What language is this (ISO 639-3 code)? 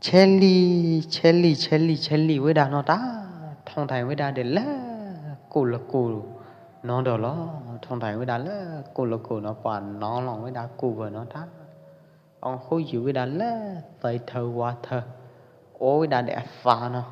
kjp